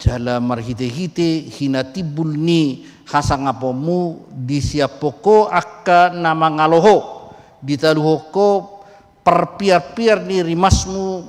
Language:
Batak Toba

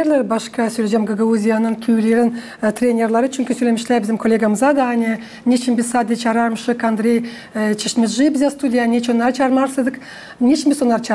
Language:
Gagauz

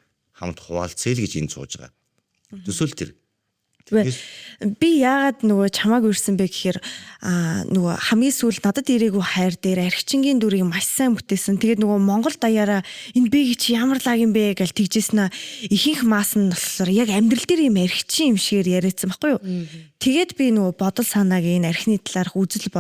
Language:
Mongolian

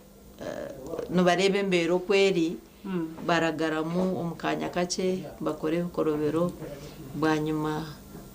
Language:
Nyankole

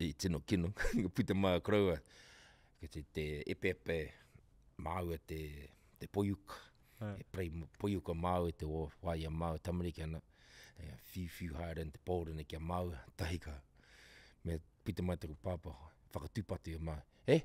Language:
Māori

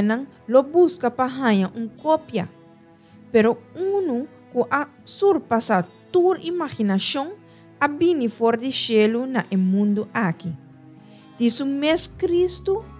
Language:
Papiamento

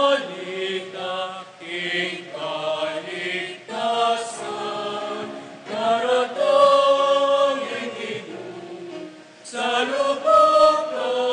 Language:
Pampanga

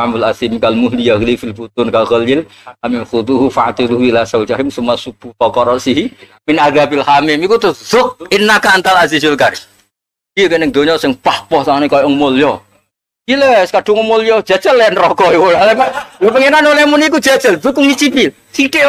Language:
Javanese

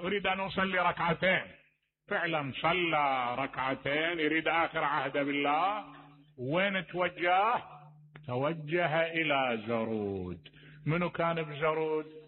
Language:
Mesopotamian Arabic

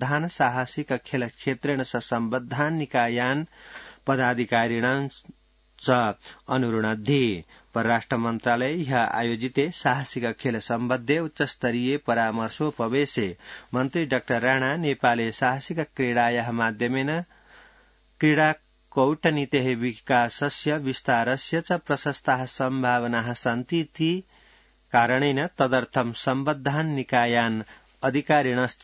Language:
Sanskrit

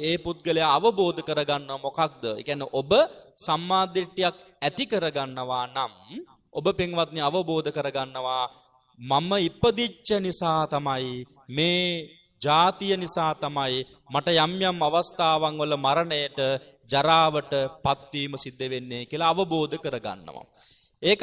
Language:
Sinhala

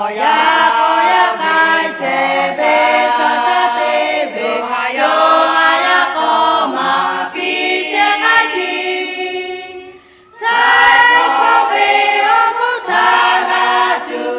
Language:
Lahu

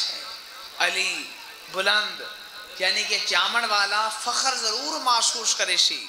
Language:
Saraiki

